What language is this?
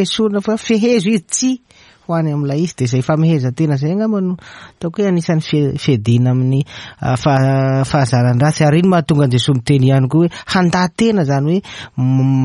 Malagasy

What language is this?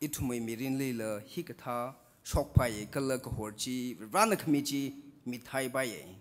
Tangkhul Naga (India)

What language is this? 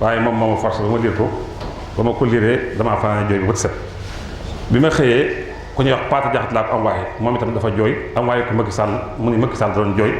Wolof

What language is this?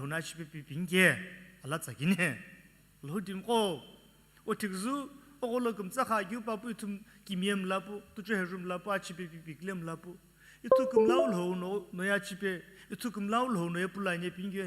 Sumi Naga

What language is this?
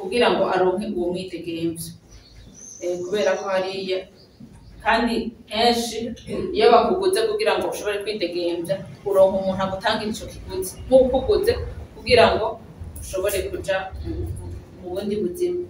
Rundi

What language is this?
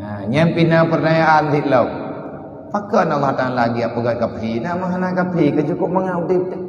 Achinese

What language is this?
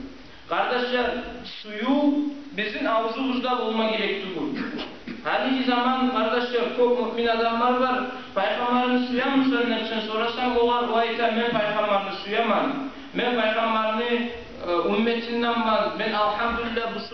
Kumyk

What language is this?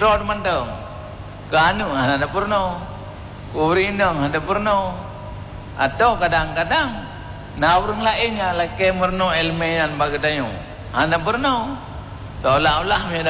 Achinese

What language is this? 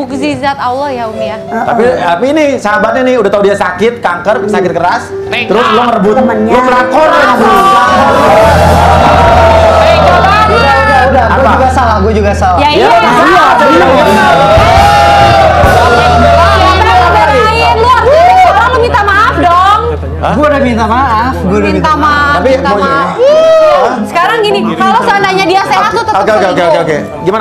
Indonesian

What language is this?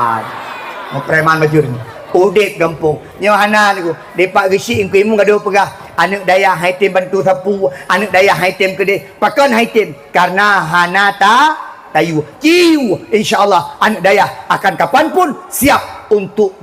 Achinese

